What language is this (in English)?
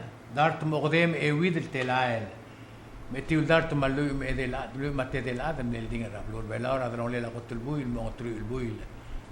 Palauan